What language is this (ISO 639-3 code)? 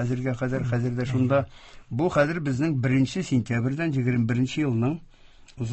tat